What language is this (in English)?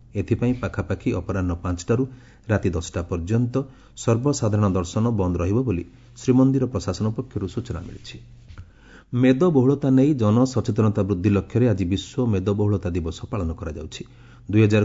Odia